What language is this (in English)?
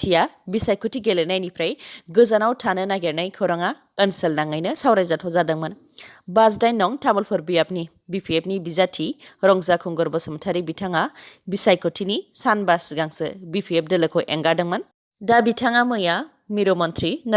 Bodo